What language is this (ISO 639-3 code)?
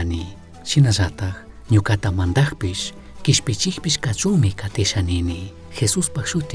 qug